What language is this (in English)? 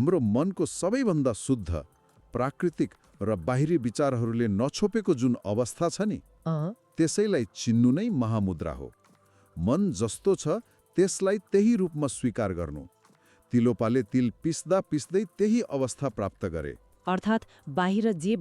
Nepali